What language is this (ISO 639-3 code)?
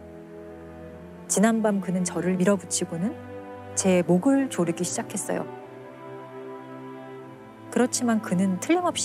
kor